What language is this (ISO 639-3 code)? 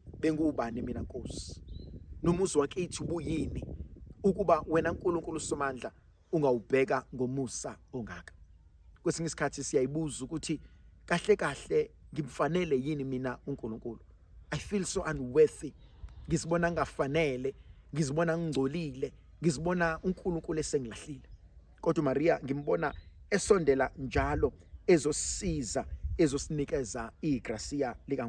zul